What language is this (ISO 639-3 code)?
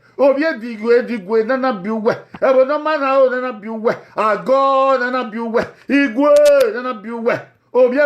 bin